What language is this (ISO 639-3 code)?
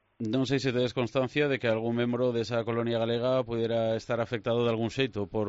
glg